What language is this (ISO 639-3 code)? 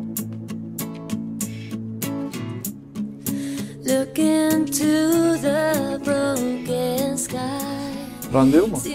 tur